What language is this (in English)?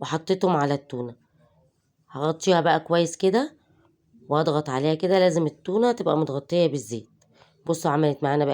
Egyptian Arabic